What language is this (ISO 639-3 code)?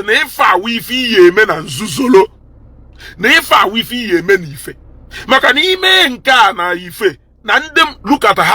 ibo